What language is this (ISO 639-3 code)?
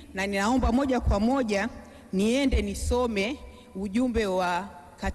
swa